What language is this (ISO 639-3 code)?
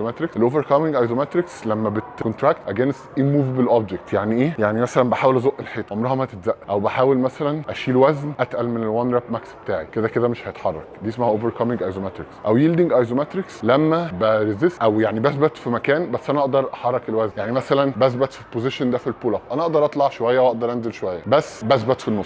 arz